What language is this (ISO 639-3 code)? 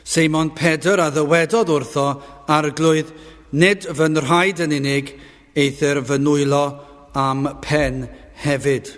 cym